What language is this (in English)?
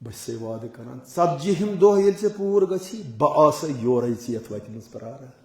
Kashmiri